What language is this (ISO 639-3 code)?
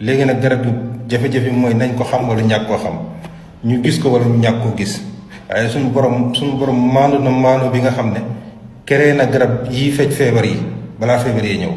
wol